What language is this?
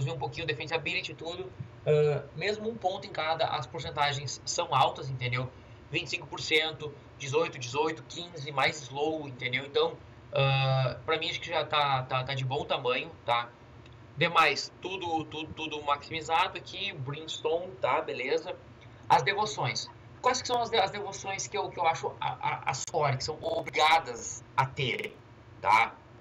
Portuguese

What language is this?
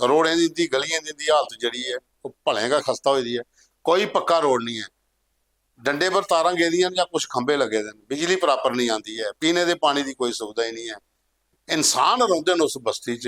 Dogri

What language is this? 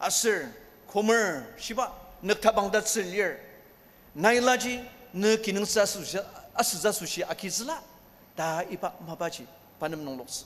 Ao Naga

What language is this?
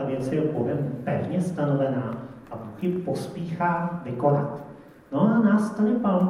Czech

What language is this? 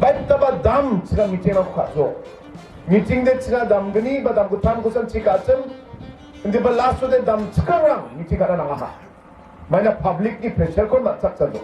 Garo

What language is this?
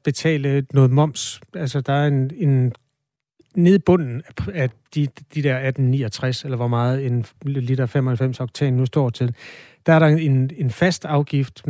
Danish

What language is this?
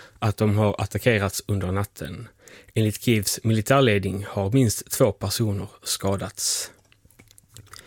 Swedish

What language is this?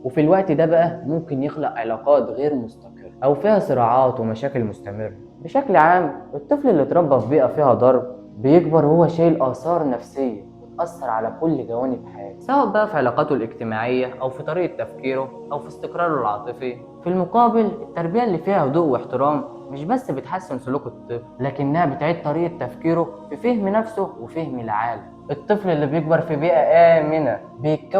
Egyptian Arabic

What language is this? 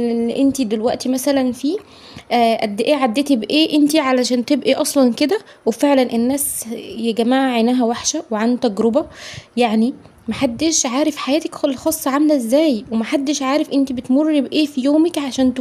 Egyptian Arabic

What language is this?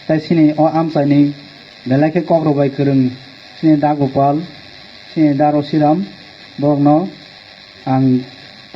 Kok Borok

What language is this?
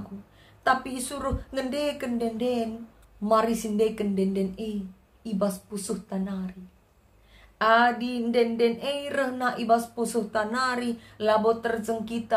Batak Karo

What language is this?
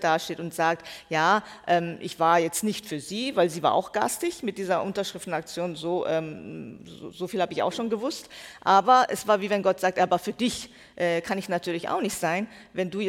German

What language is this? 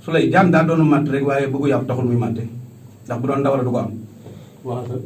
Wolof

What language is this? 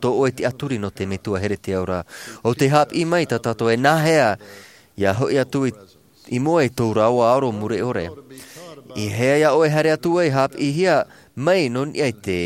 Tahitian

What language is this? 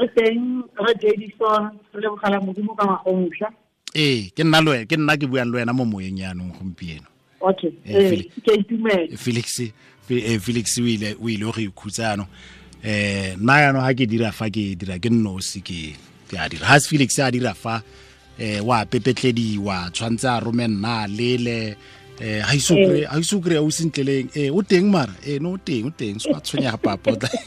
Tswana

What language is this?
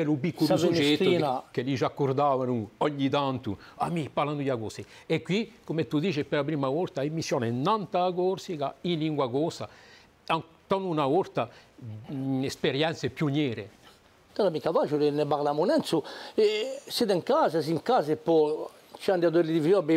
Italian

